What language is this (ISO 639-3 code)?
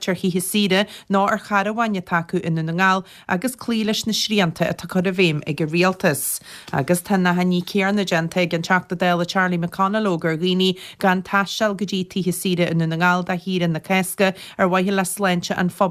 gle